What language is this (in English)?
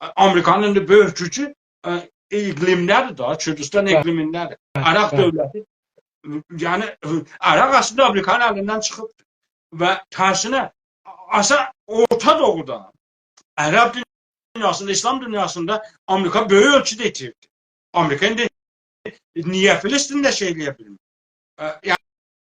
South Azerbaijani